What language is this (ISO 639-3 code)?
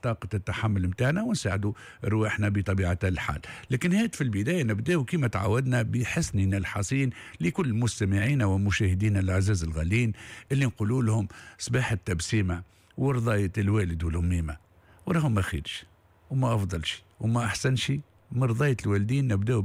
aeb